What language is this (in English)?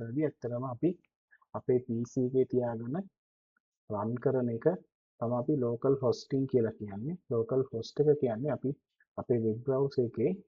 Sinhala